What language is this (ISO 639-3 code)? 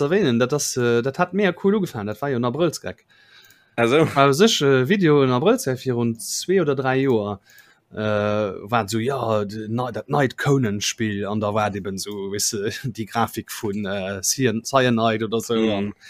ltz